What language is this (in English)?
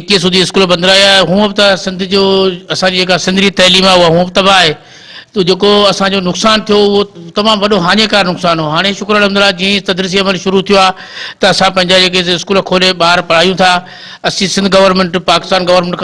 Sindhi